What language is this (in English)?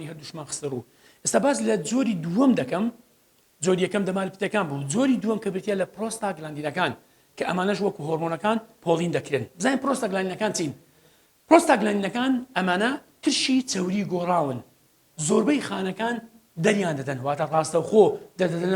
Central Kurdish